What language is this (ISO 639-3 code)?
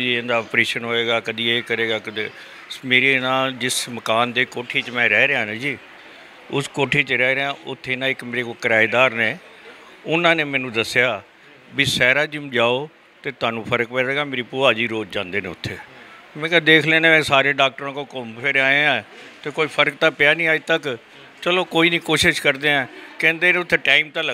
pan